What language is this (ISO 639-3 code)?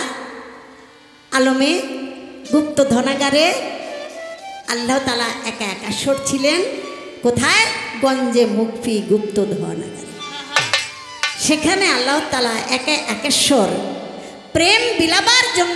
ben